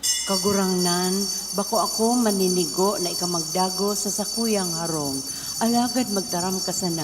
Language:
Bikol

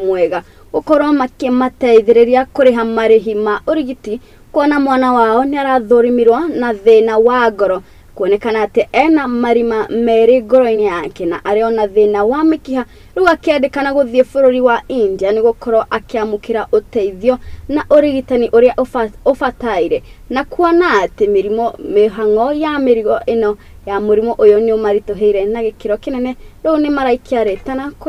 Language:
Kikuyu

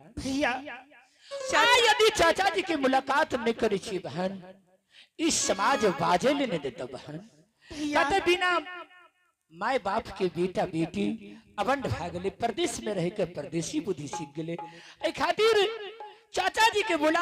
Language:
Angika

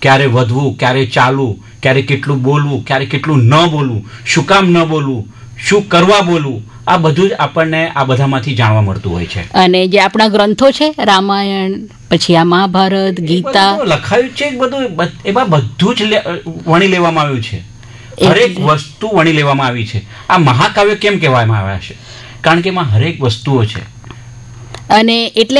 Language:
Gujarati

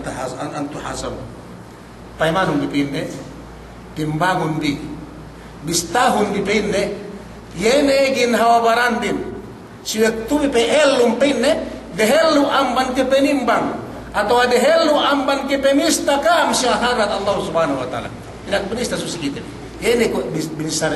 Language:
Yakan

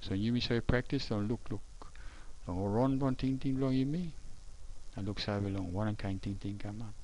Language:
Tok Pisin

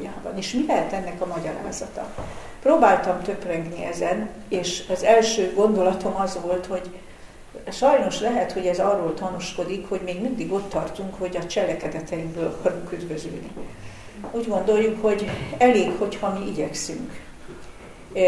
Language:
Hungarian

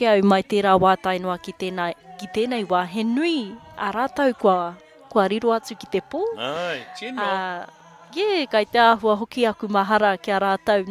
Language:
Māori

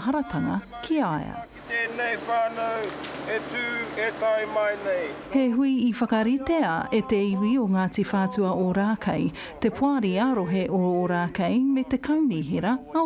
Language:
Māori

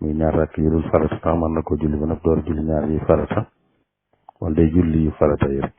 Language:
Wolof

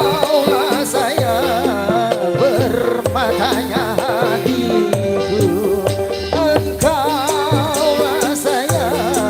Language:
Betawi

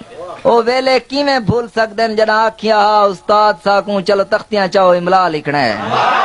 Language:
Saraiki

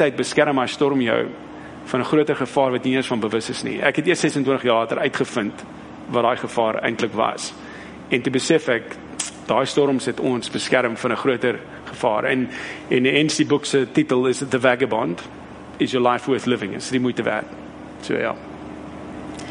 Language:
Afrikaans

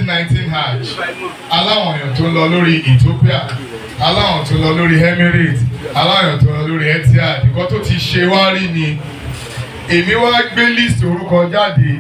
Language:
Yoruba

